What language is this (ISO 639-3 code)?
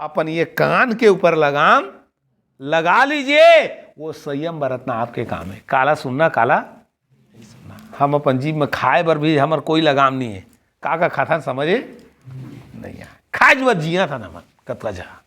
hne